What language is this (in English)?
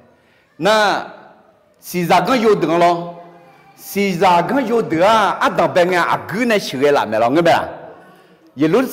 Akha